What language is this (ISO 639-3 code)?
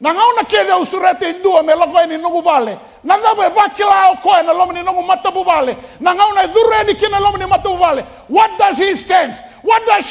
fij